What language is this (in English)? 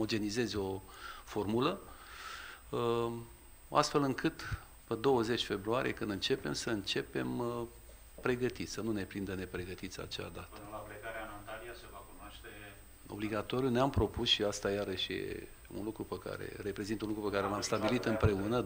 Romanian